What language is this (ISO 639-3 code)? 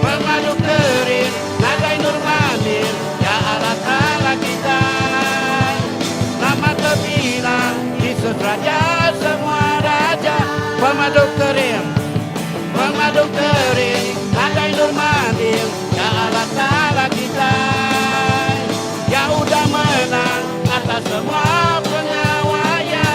iba